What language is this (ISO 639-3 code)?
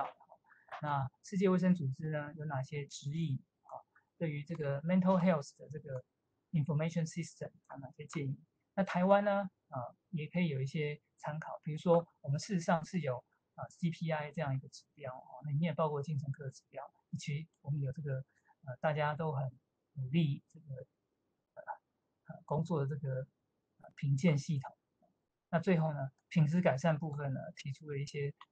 zho